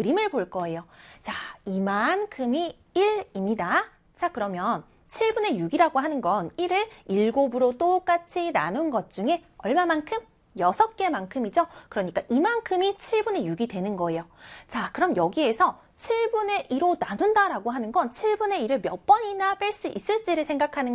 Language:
Korean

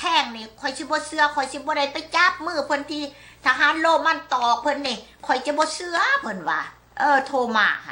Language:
Lao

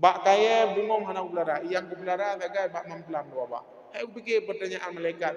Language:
Achinese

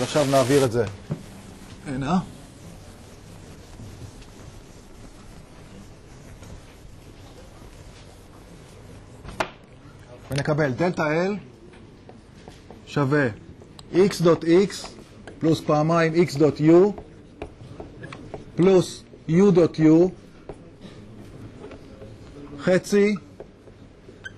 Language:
Hebrew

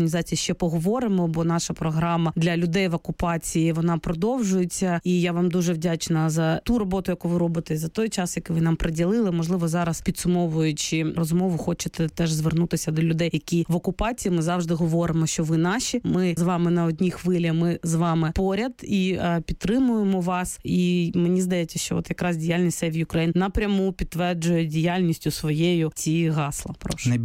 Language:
Ukrainian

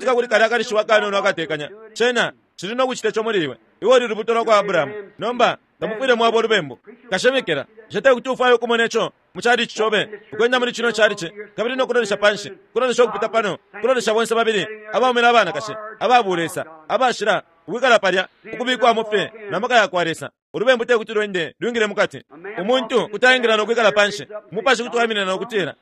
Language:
Bemba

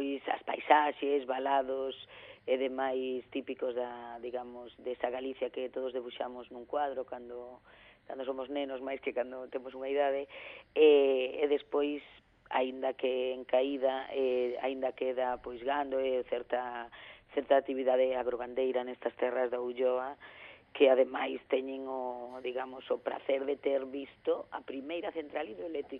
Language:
Galician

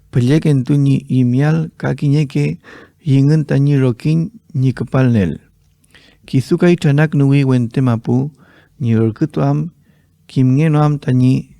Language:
Mapuche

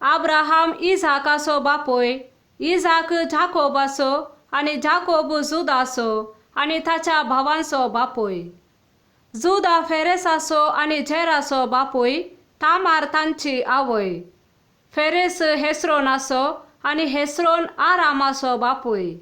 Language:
Konkani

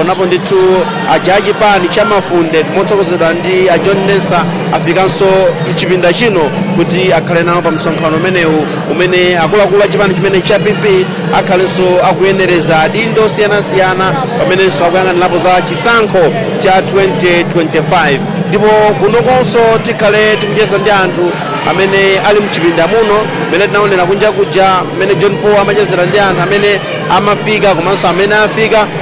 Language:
Nyanja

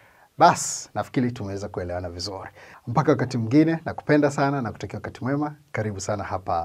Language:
Swahili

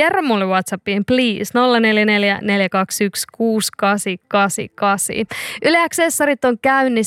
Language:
Finnish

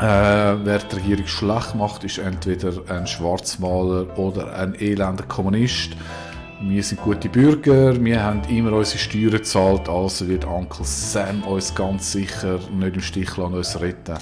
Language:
Swiss German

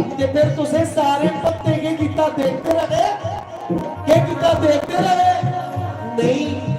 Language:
Dogri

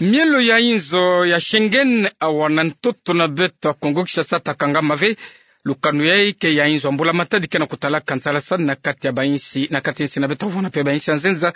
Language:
Kituba (Democratic Republic of Congo)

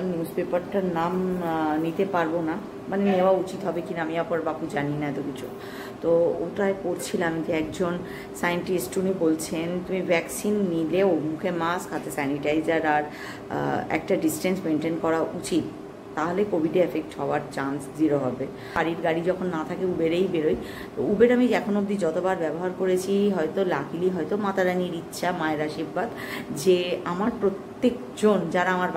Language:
Bangla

